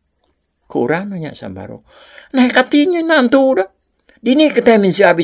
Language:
Iban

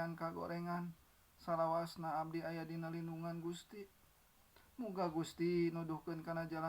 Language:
Sundanese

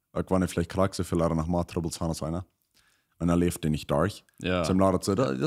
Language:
Plautdietsch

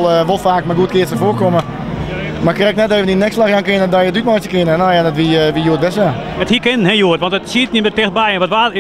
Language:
Western Frisian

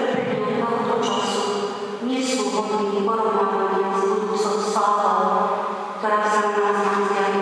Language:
Slovak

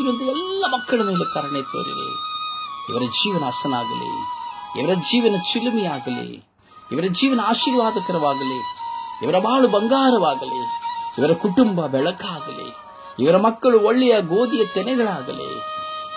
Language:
Kannada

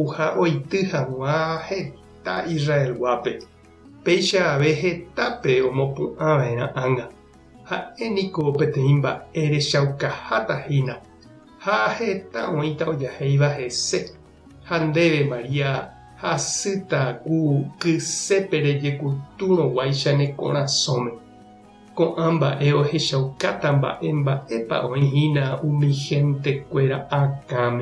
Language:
Guarani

